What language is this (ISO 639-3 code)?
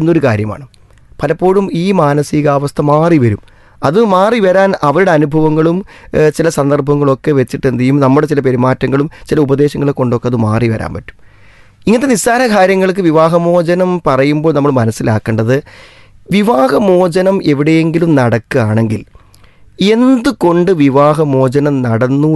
mal